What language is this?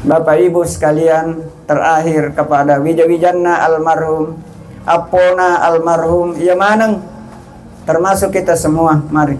Buginese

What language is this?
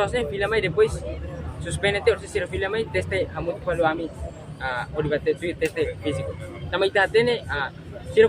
Tetum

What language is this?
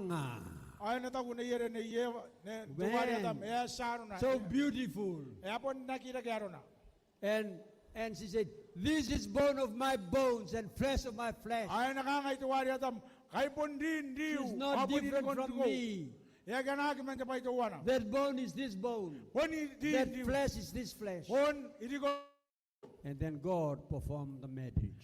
Gilbertese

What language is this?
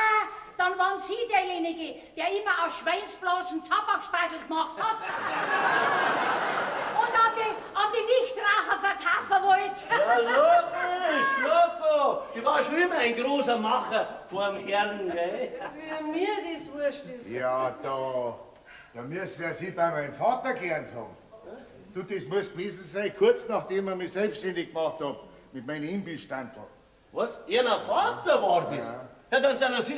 Bavarian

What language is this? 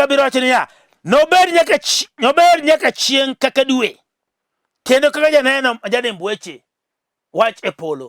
Luo (Kenya and Tanzania)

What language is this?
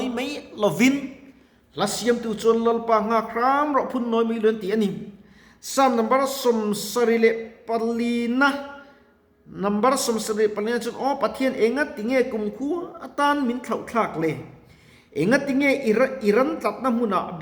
Mizo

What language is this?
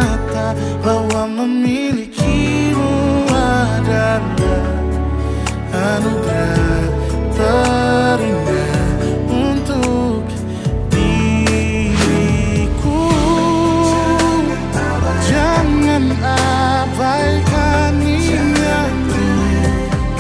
Indonesian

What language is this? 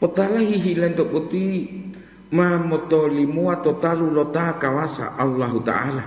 Gorontalo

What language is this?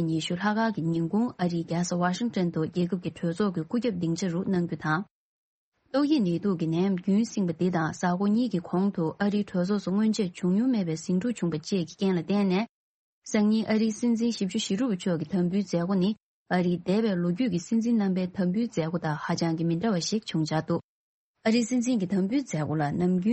Tibetan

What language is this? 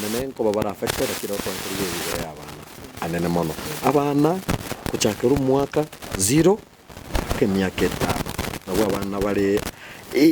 Gusii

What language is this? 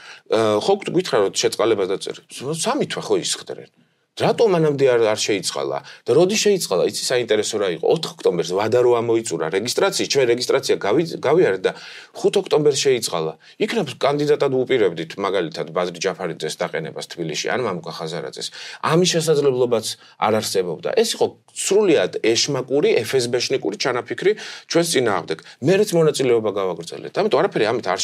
Georgian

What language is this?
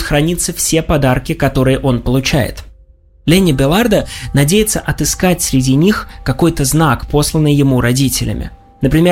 Russian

